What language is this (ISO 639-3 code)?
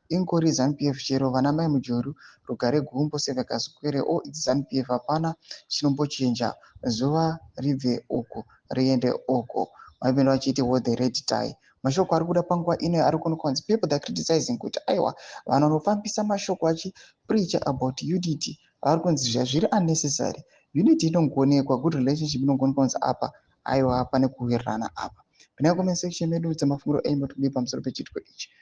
sna